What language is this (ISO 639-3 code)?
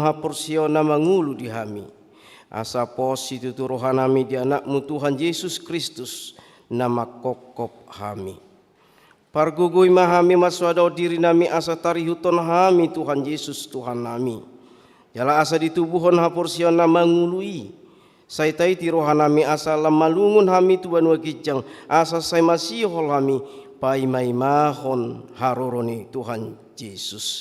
bbc